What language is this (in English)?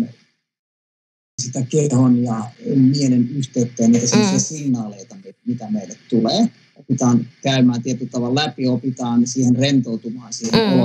Finnish